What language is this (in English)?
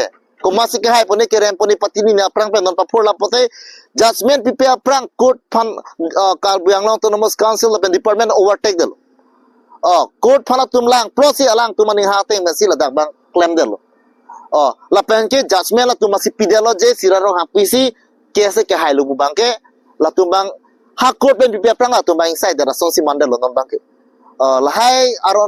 Karbi